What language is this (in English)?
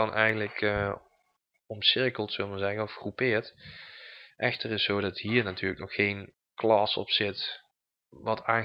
Dutch